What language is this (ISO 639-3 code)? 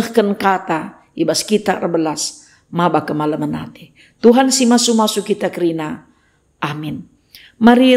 btx